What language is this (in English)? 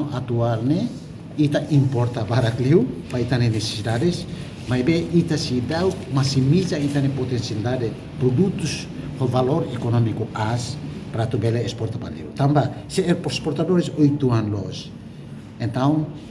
Tetum